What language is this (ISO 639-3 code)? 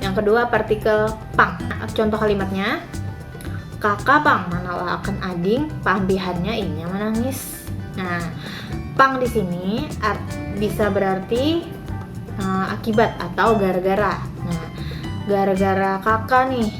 bjn